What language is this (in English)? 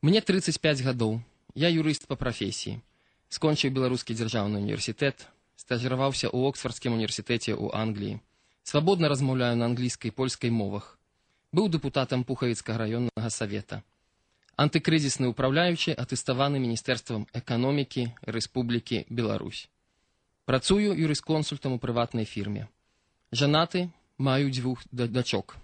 Belarusian